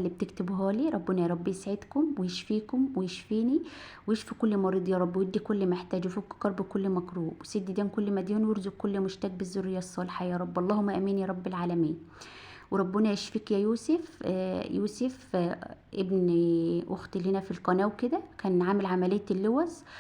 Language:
Egyptian Arabic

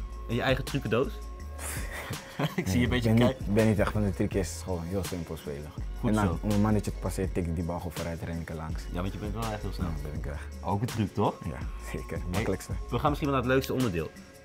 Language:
Dutch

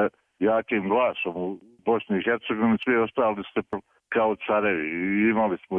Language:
Serbian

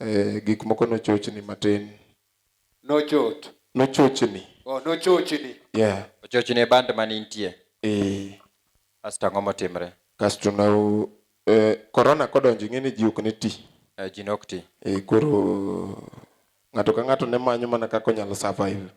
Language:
Luo (Kenya and Tanzania)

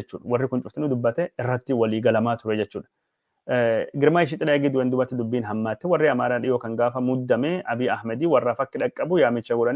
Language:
Oromo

